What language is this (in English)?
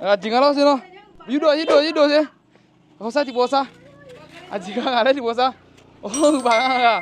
Akha